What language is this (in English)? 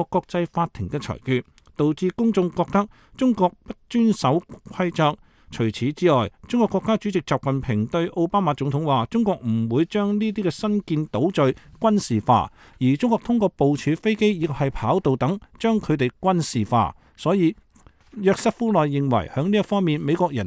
Cantonese